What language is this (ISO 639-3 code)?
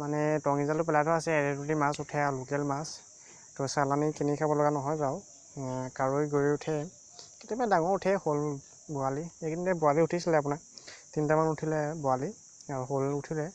asm